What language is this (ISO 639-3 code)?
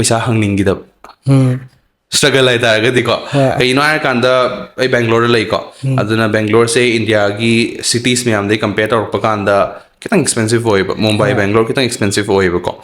mni